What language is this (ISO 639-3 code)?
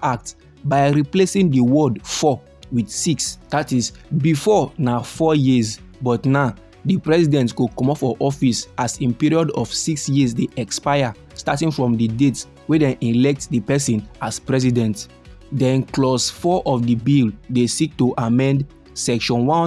pcm